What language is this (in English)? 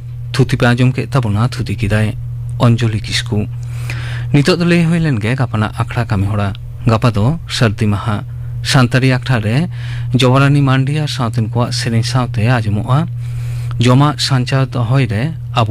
Santali